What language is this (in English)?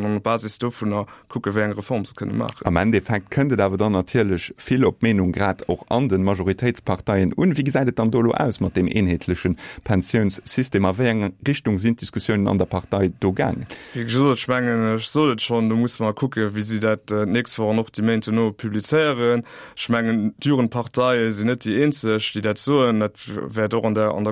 Luxembourgish